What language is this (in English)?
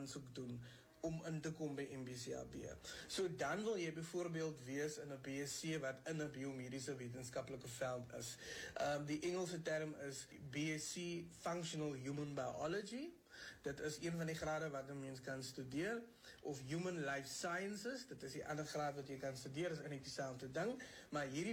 Afrikaans